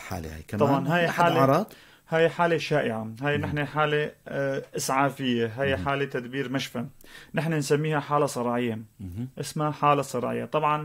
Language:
North Levantine Arabic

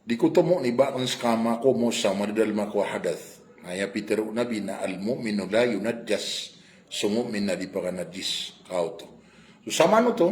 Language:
Maranao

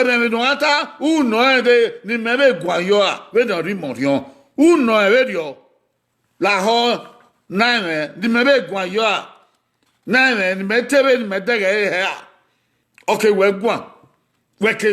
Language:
Bini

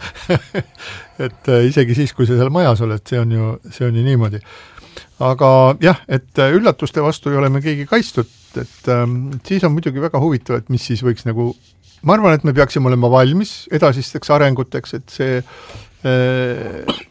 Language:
Estonian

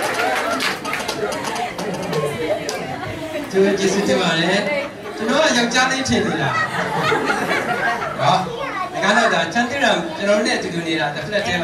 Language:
Burmese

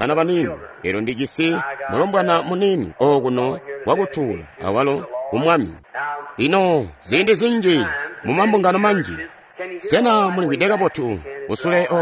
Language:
Tonga (Zambia)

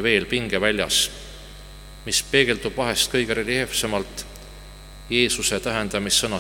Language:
Estonian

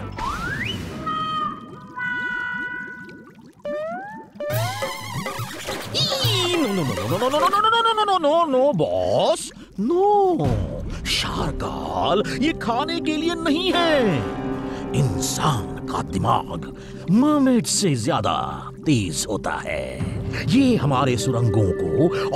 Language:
Hindi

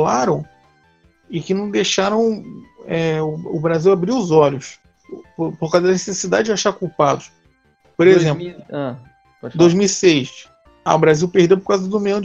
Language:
Portuguese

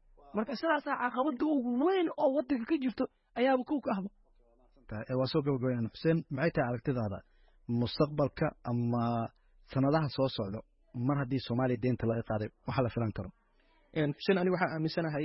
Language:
Somali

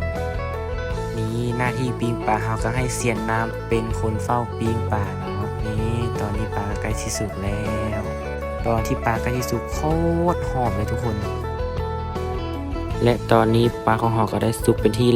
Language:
Lao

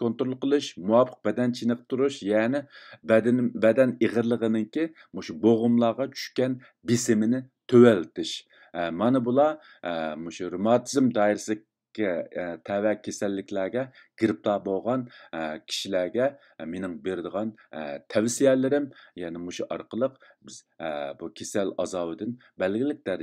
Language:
Uyghur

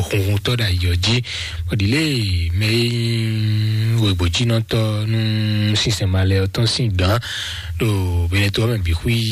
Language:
Fon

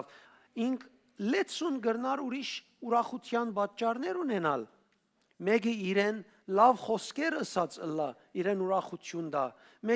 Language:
Western Armenian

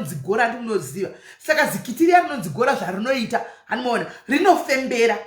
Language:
Shona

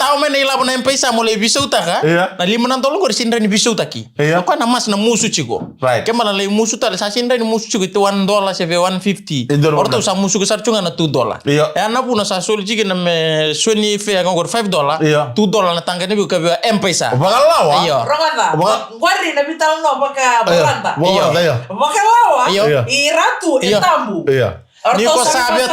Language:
Fijian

